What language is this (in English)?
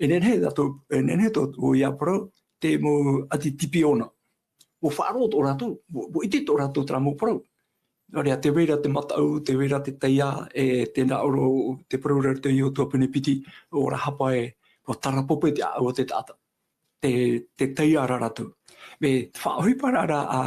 Tahitian